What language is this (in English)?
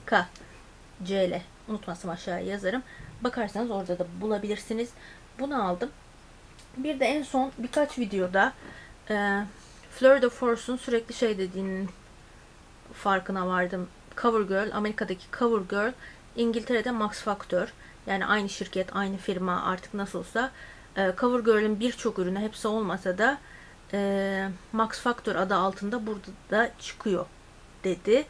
Turkish